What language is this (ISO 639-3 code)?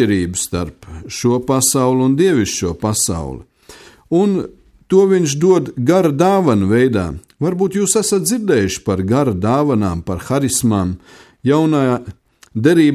lav